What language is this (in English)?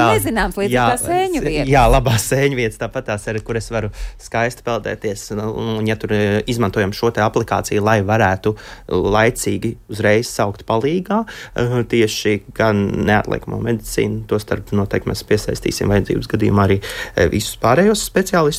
Latvian